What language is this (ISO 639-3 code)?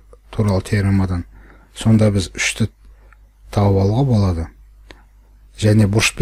kaz